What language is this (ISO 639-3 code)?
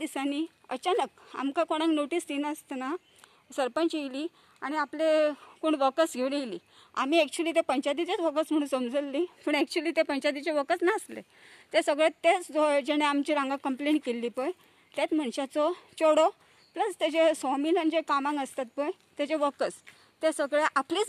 kok